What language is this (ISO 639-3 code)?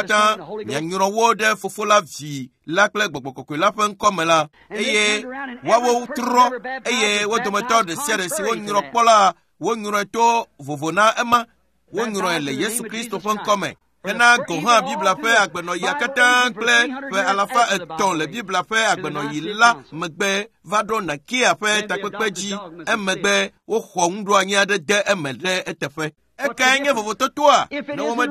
ewe